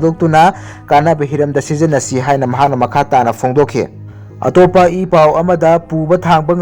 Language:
Manipuri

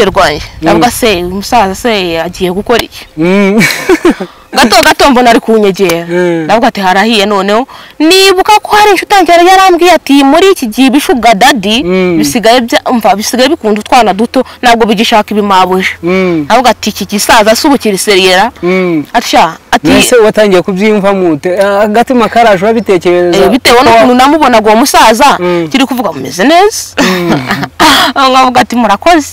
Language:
Kinyarwanda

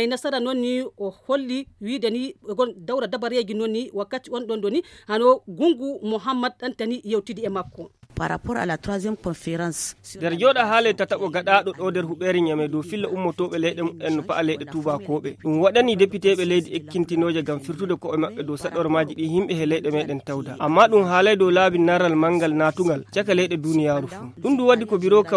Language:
Nigerian Fulfulde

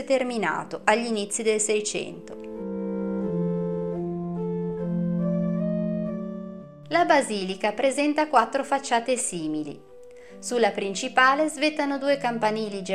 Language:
Italian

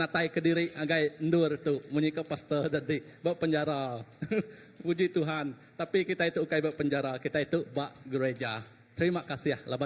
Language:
Iban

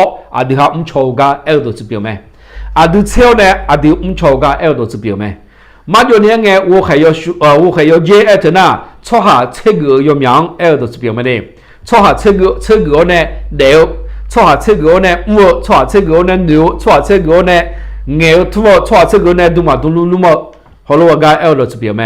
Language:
Akha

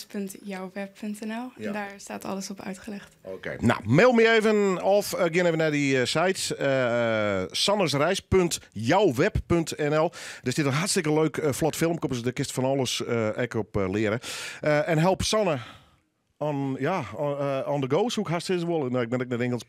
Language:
Western Frisian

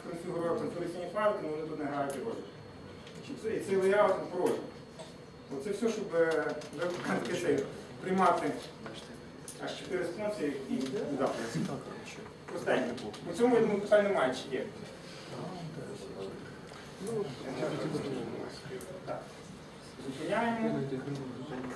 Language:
Ukrainian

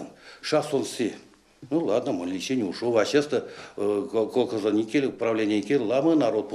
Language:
Erzya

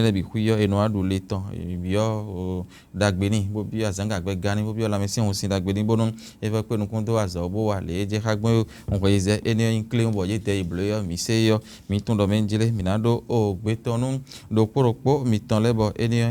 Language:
Fon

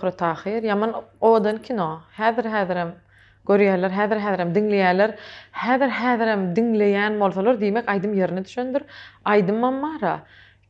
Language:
Turkmen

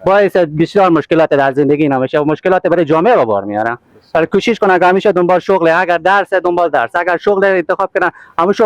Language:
Persian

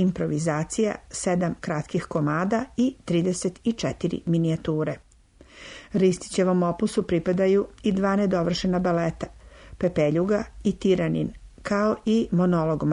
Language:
Serbian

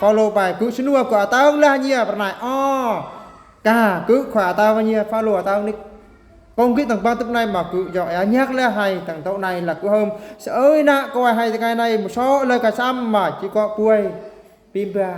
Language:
Eastern Bru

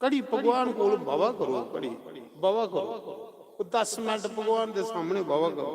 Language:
Dogri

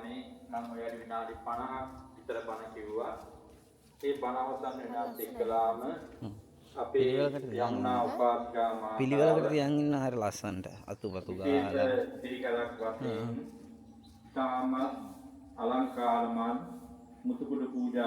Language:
Sinhala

